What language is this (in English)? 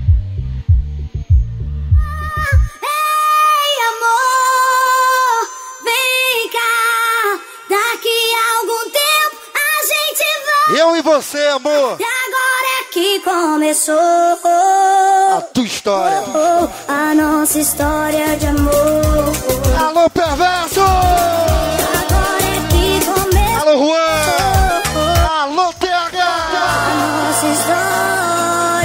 Portuguese